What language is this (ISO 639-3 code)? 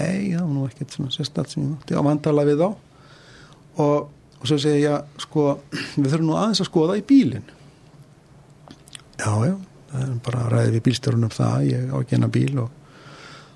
isl